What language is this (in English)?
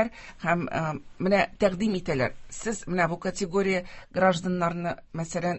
Tatar